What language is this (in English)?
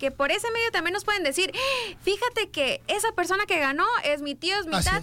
Spanish